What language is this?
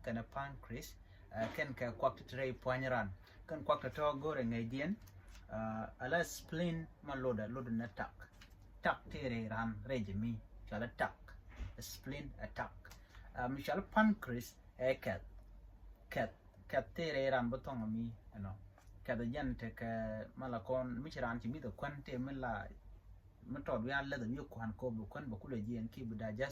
Nuer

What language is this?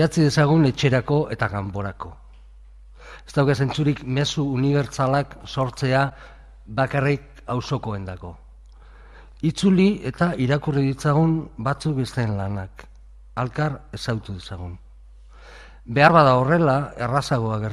Basque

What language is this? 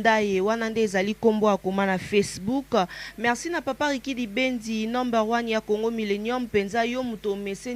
Lingala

